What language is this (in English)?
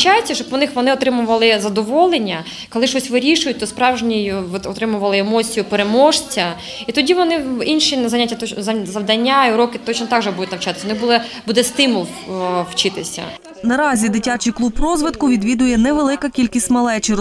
Ukrainian